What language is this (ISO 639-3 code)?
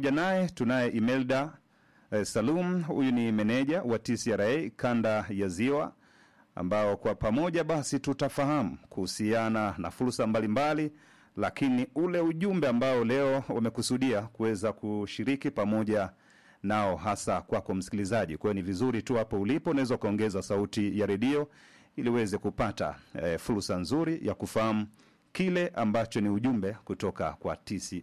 swa